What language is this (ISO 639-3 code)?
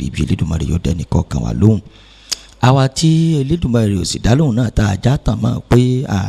yor